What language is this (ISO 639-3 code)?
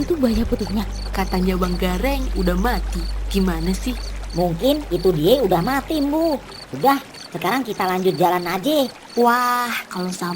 bew